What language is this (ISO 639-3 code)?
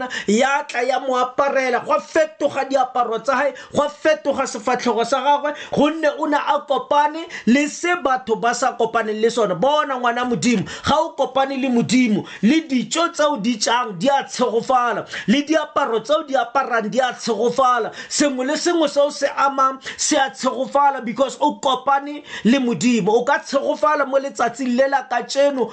tsn